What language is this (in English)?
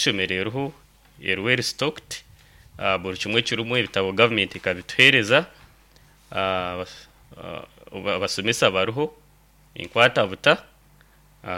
Nyoro